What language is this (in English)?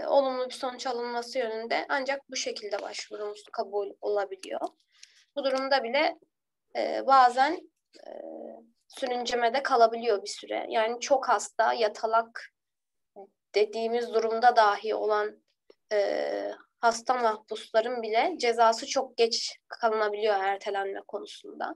Turkish